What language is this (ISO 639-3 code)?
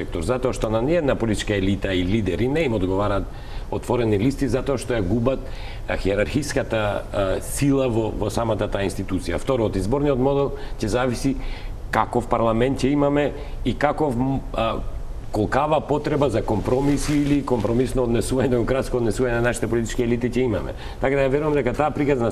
mkd